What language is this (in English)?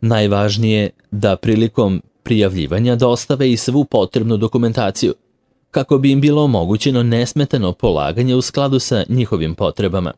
Serbian